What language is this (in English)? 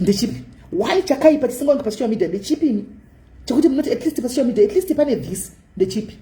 Shona